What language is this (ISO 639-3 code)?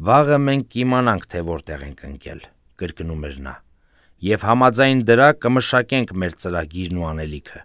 hye